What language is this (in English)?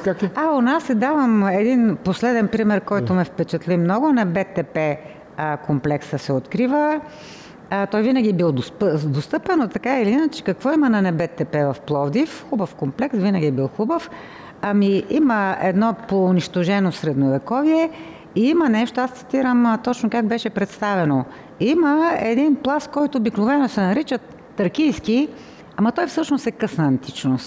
Bulgarian